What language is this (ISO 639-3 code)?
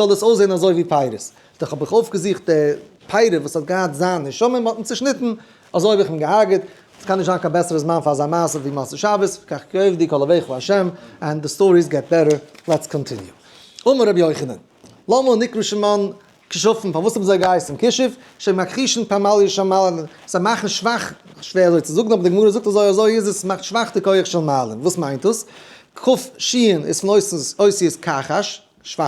yid